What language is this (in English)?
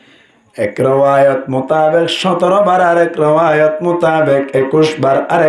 Rohingya